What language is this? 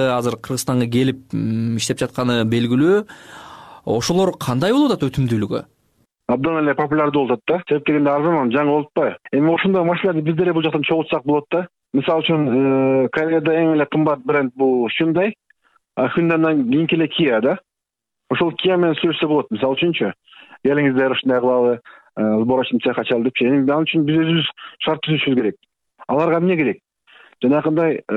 Kyrgyz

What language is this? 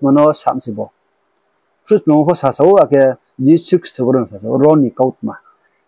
Riang (India)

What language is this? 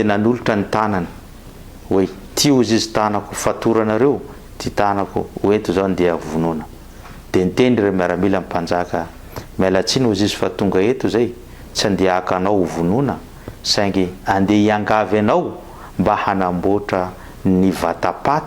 Malagasy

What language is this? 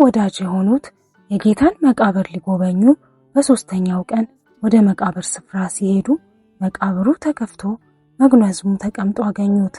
Amharic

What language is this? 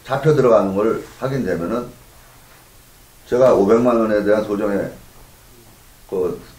Korean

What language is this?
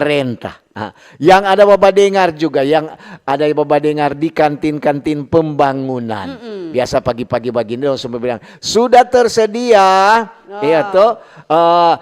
Manado Malay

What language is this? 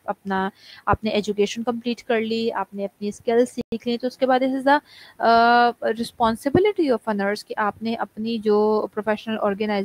Urdu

